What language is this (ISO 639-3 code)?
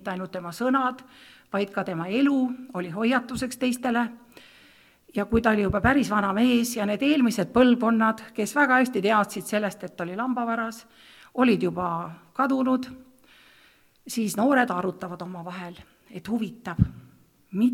est